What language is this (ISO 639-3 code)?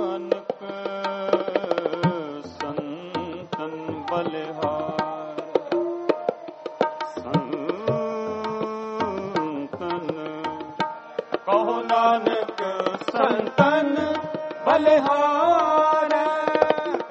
pan